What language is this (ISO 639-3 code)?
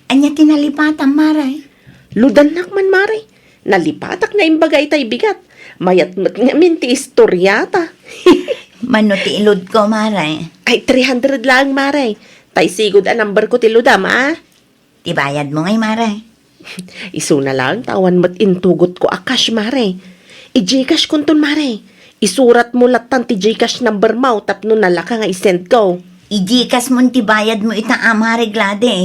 ilo